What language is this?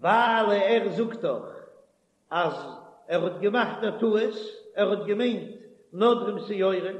Yiddish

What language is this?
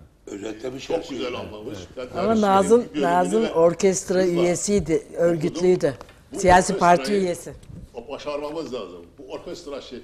Turkish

